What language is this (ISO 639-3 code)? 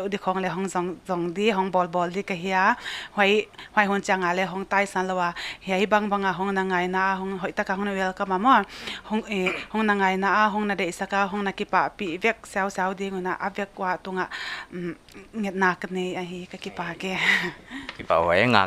pck